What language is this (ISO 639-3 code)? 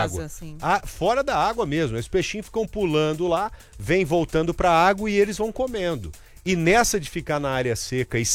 por